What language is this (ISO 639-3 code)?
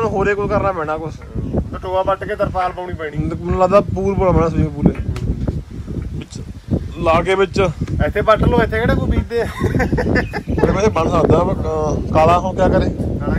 pan